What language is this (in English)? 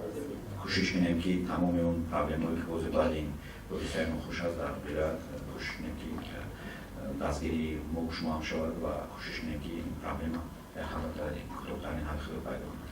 Tajik